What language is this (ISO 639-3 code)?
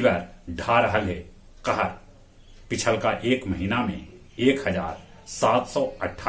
mag